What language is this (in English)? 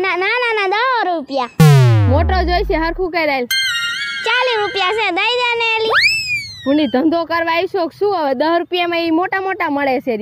Gujarati